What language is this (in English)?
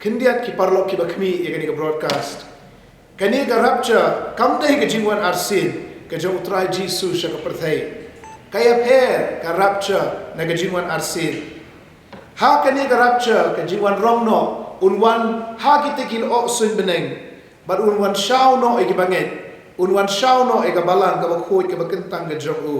Khasi